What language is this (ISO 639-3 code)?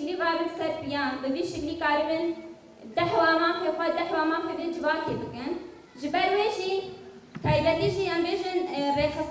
kur